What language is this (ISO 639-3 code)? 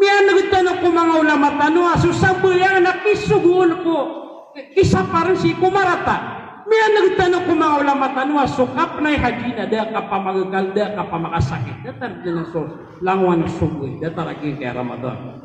mrw